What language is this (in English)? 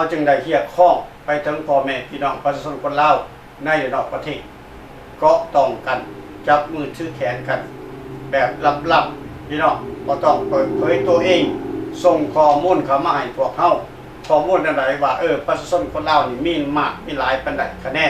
Lao